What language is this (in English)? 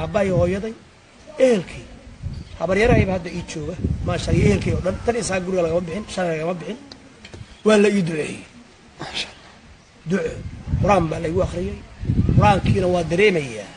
Somali